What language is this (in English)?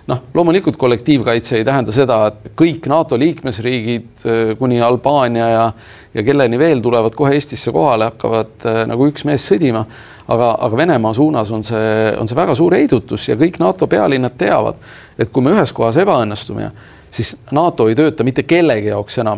Estonian